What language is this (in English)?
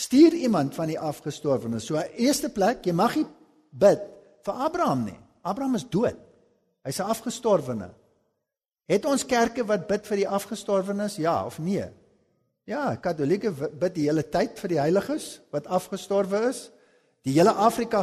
Afrikaans